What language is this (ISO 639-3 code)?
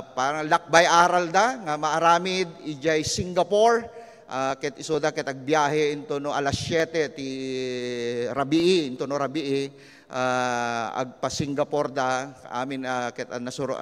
ilo